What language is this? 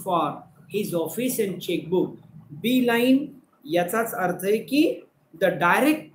Marathi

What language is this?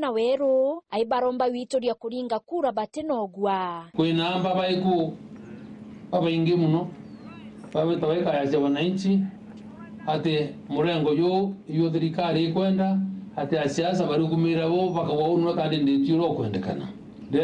Meru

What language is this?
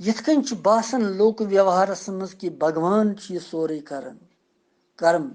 Kashmiri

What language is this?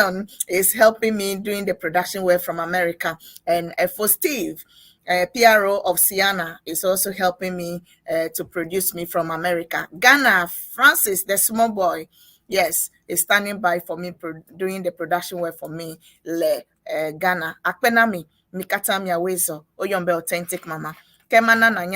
Ewe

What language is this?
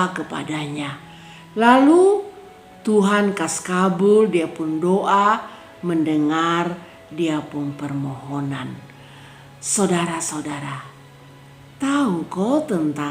Kupang Malay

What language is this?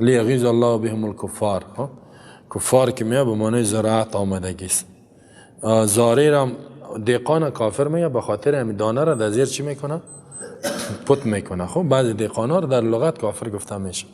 Persian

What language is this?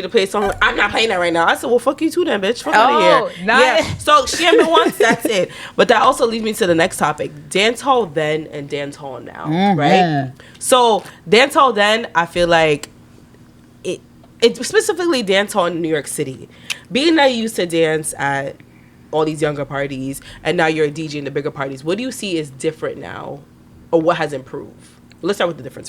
Jamaican Creole English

